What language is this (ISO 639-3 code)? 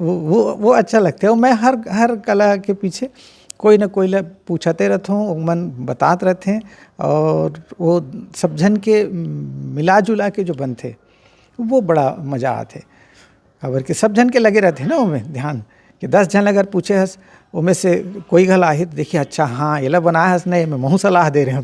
hne